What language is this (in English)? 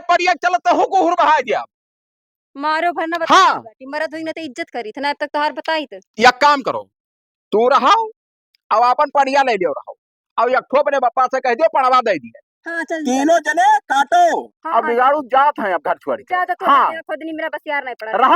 Awadhi